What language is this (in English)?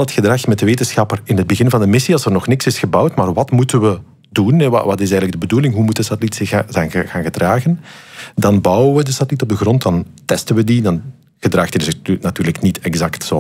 Dutch